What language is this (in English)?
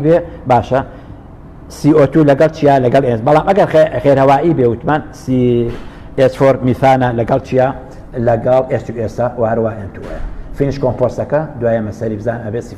Central Kurdish